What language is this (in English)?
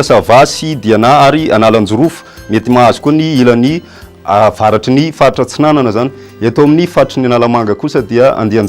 Malagasy